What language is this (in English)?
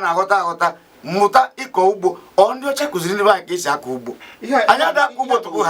Igbo